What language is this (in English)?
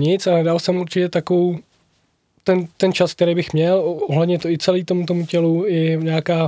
Czech